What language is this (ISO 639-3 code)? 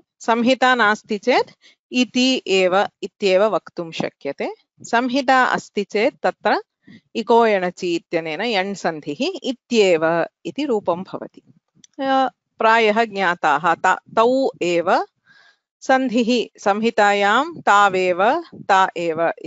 san